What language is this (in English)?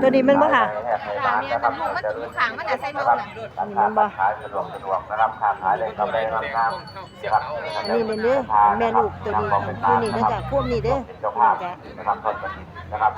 Northeastern Thai